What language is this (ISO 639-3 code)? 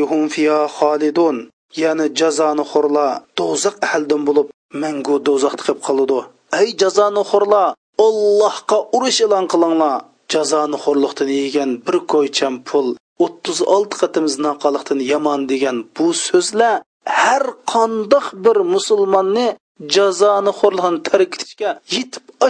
uig